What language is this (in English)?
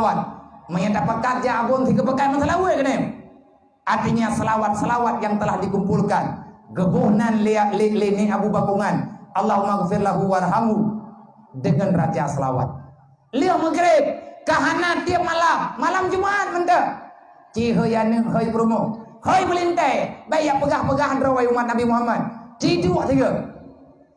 Achinese